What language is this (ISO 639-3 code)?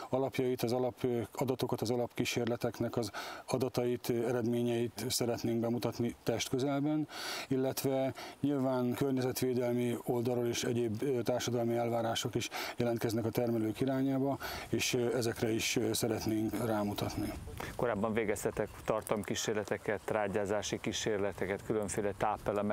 hun